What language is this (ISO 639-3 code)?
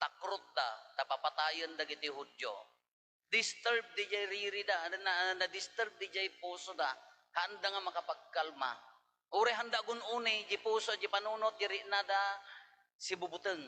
ilo